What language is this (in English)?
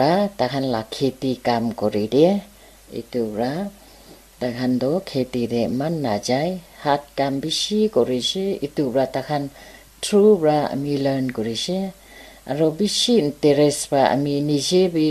Naga Pidgin